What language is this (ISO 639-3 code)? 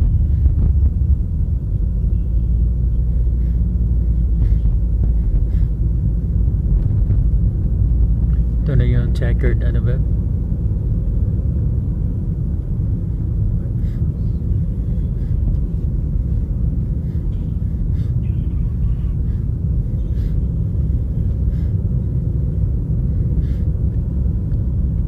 fil